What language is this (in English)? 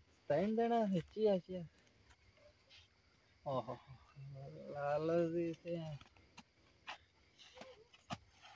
Gujarati